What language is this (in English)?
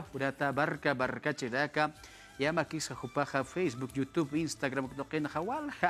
Aymara